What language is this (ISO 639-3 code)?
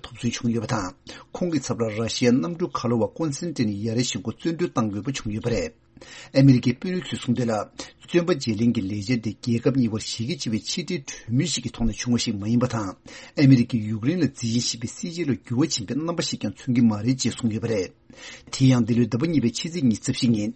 bod